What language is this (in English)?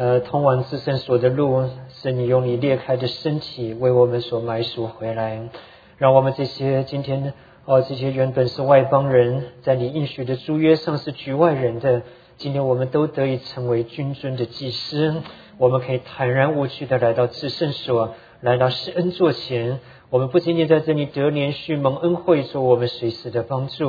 Chinese